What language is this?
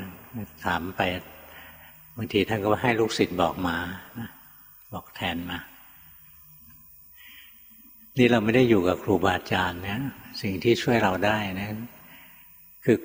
Thai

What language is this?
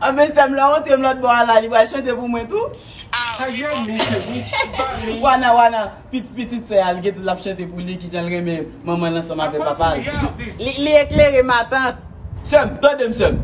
Haitian Creole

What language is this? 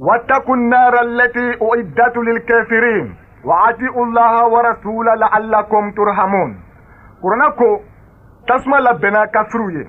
Bambara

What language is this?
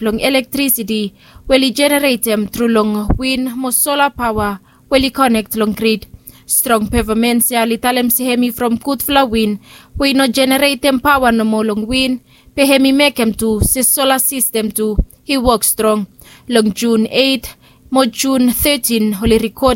Bislama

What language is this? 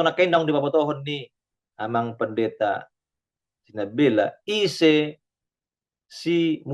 Batak Toba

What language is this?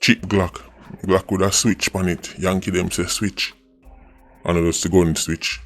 Jamaican Creole English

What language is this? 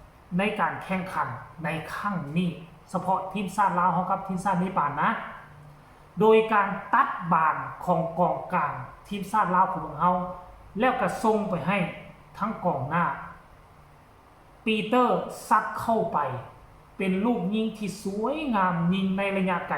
Lao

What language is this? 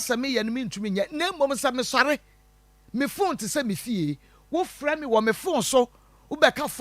Akan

